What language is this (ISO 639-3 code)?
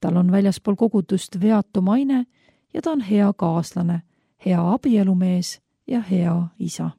est